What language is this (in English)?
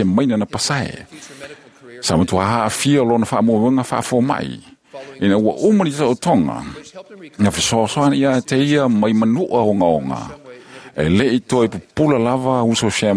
Samoan